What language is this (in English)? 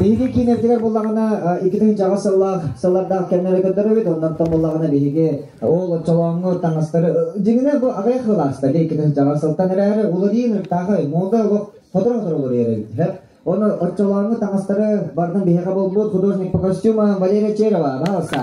Yakut